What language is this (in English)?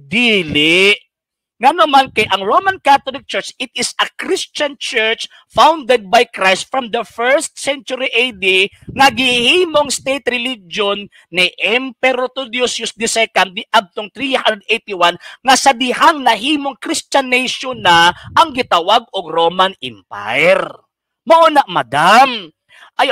Cebuano